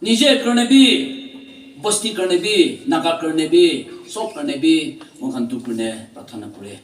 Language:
Naga Pidgin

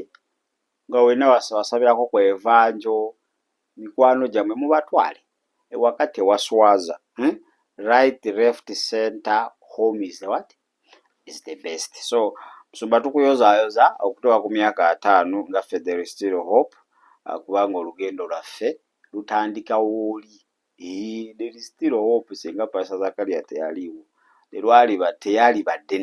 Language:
Ganda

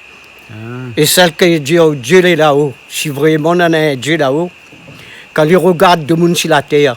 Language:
Réunion Creole French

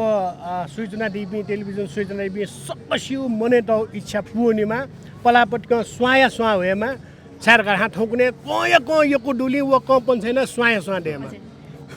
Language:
Newari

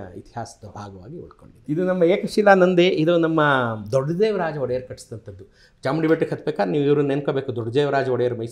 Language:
Kannada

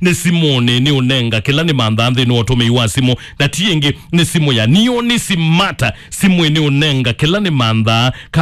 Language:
Kamba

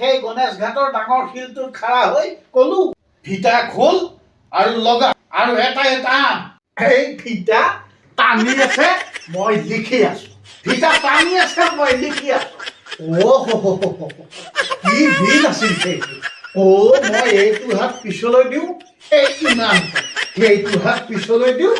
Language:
Assamese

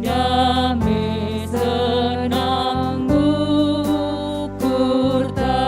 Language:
Batak Karo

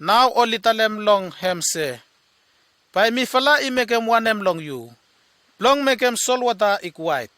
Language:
Bislama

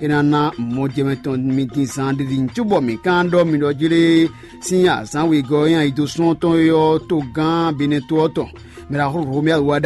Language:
Fon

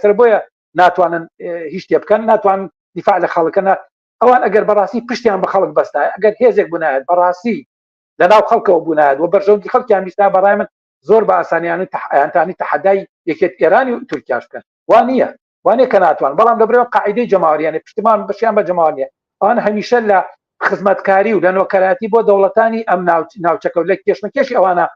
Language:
Central Kurdish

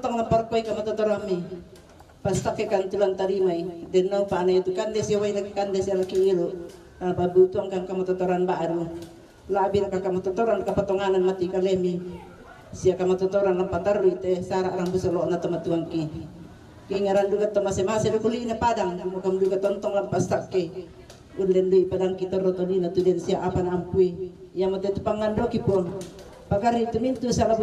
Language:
Toraja-Sa'dan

